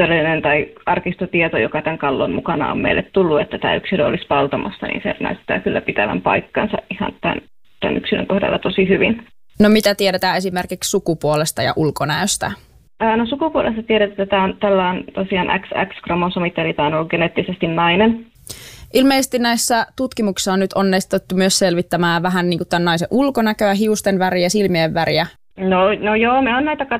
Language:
Finnish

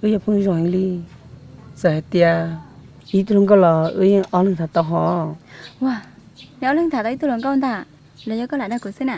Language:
Hmong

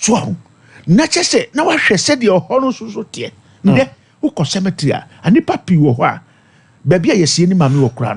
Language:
Akan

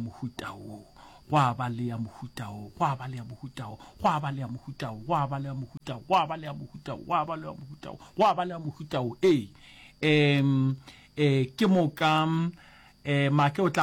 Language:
Northern Sotho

